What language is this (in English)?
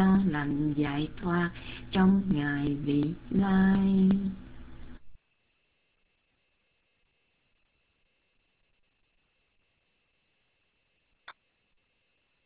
Vietnamese